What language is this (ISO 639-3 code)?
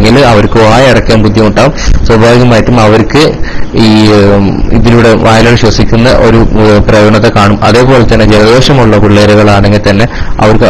mal